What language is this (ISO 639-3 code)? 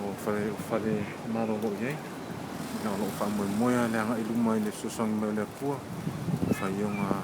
smo